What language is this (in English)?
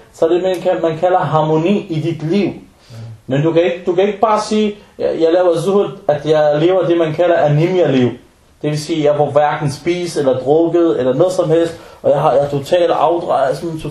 Danish